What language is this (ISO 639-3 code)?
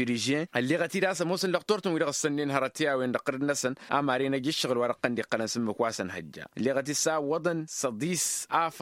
taq